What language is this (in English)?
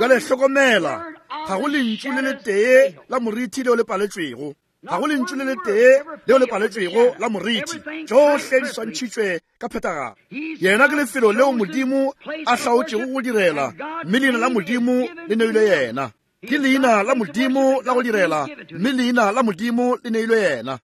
Northern Sotho